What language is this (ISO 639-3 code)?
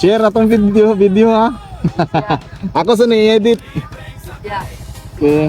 ceb